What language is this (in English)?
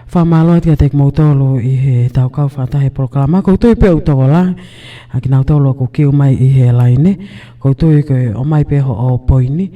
Tongan